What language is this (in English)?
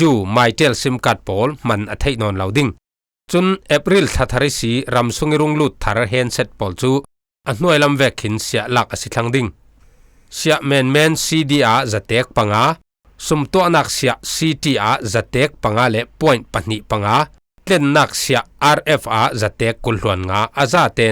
Falam Chin